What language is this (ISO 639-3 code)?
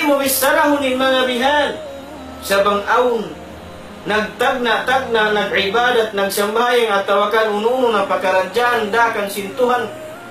tsg